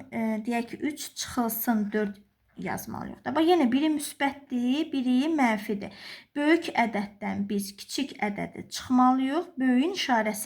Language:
Azerbaijani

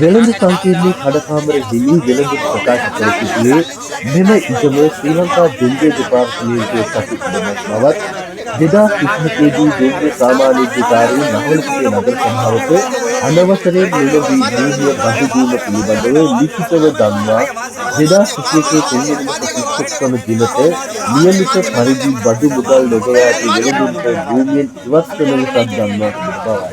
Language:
Sinhala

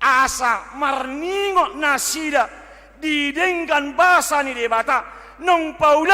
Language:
Batak Toba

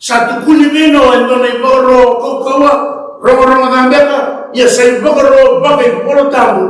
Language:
Fijian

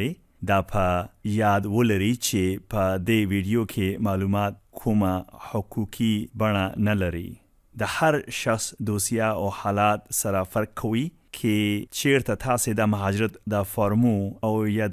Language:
Pashto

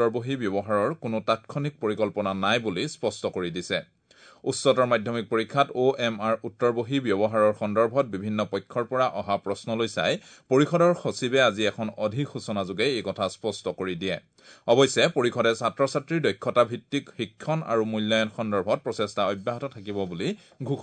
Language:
Assamese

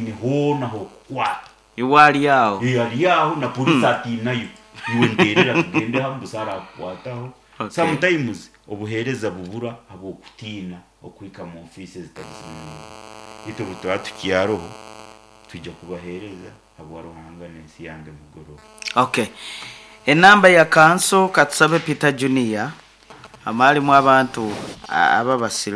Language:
Nyankole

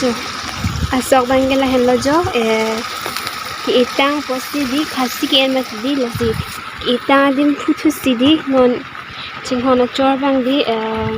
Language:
Karbi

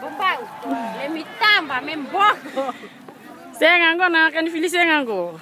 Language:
Fijian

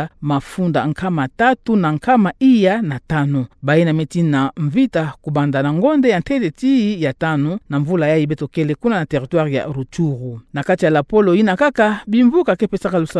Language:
Kituba (Democratic Republic of Congo)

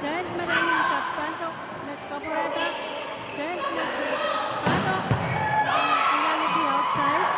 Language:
Pohnpeian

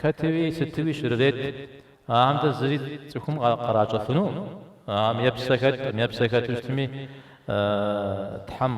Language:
Kabardian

